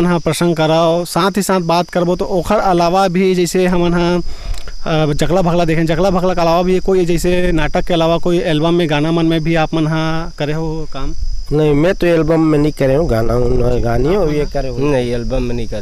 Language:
Chhattisgarhi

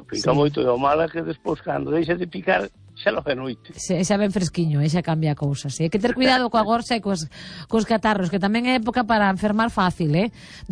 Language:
Galician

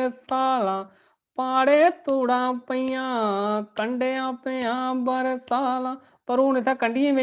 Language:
Dogri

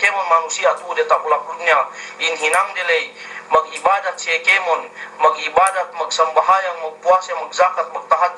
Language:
Yakan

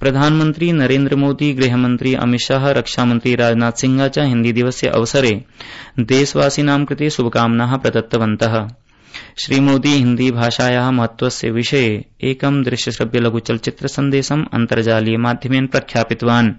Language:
Sanskrit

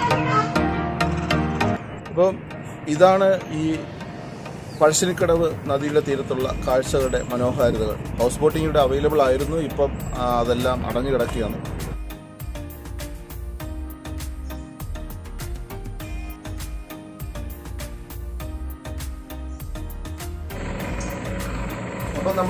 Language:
Malayalam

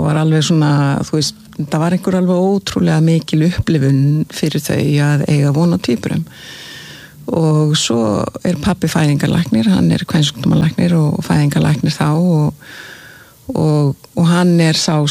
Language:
Icelandic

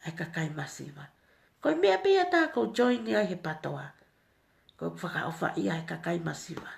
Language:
Tongan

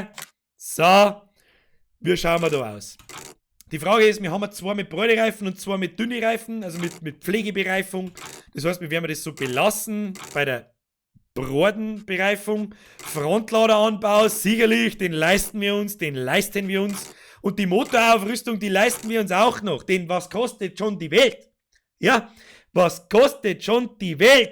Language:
Bavarian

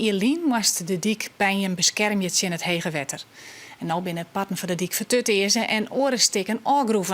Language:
Western Frisian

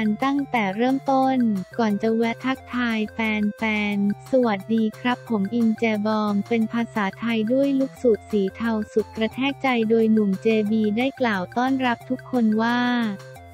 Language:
Thai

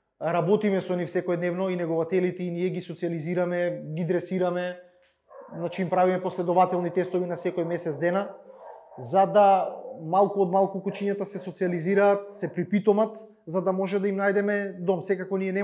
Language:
Macedonian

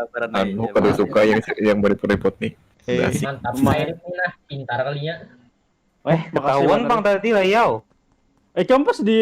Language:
Banjar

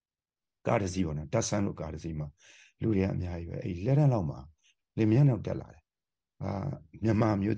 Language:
Burmese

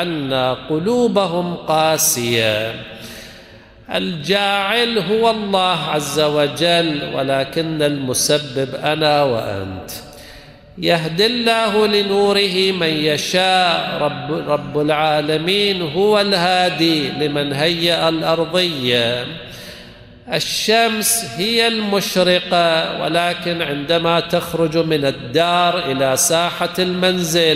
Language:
Arabic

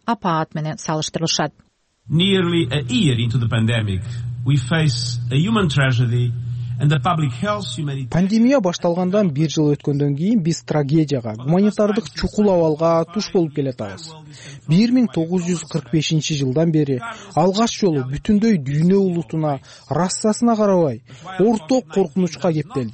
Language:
Kyrgyz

